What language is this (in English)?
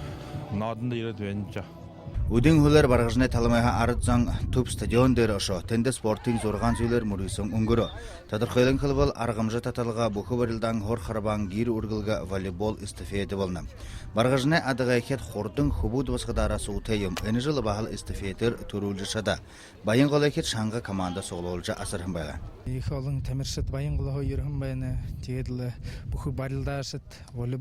Buriat